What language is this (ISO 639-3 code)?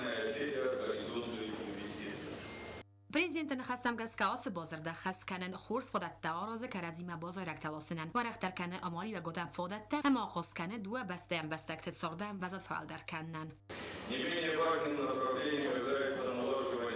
oss